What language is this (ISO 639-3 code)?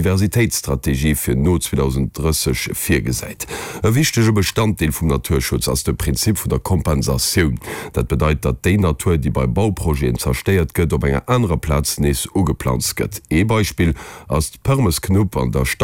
ltz